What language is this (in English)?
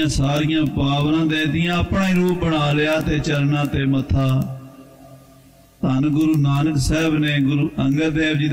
Punjabi